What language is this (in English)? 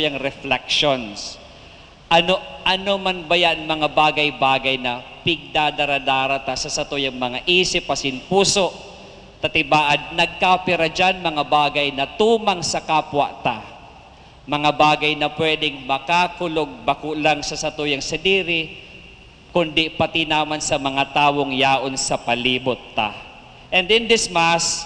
Bikol